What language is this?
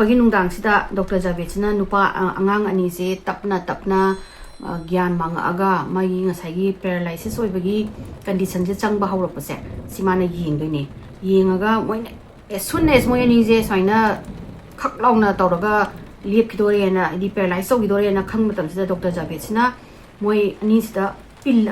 Manipuri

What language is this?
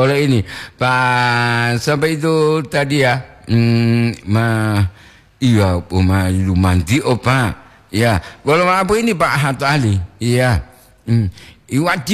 Gorontalo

